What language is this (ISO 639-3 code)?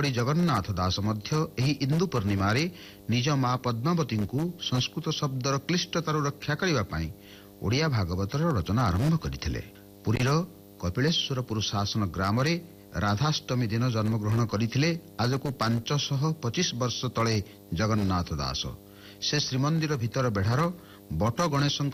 ori